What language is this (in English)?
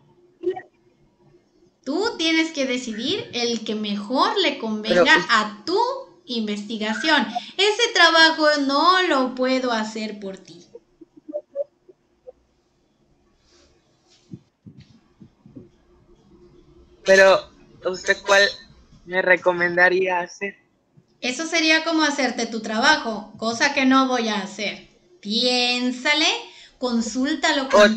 Spanish